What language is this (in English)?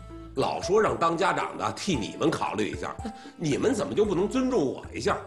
Chinese